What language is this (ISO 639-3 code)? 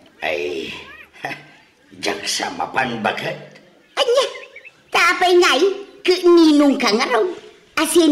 ilo